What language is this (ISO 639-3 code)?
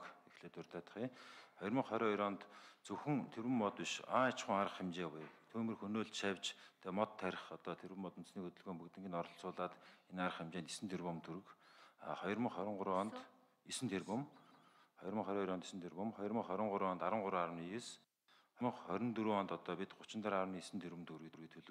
mon